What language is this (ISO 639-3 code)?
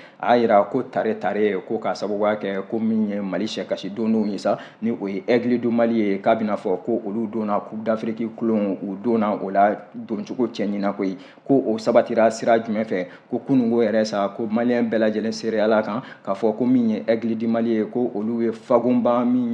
bam